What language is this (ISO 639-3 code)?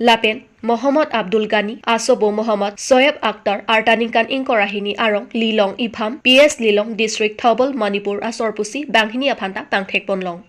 mjw